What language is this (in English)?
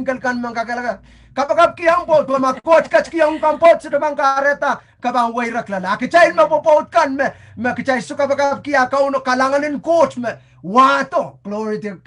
Pohnpeian